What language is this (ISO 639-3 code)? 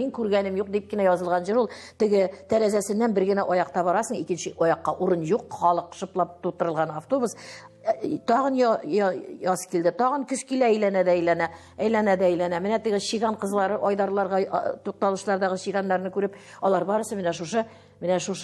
tat